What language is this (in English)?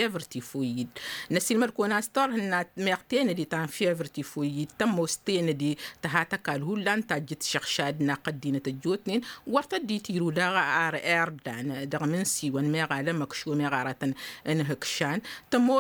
Tamasheq